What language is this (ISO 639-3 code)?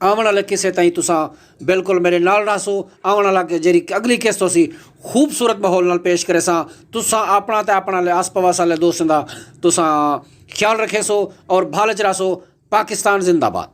skr